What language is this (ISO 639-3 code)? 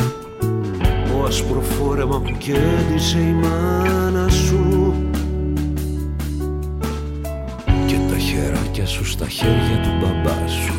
ell